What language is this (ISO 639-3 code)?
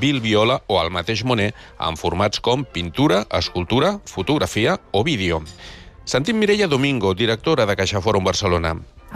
cat